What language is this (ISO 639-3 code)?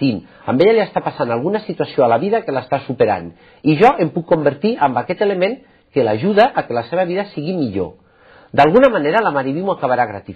cat